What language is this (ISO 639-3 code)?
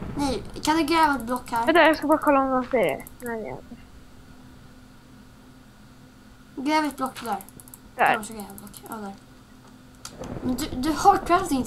swe